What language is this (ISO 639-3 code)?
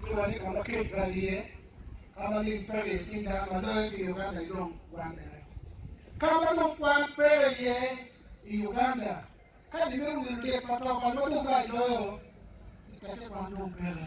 ach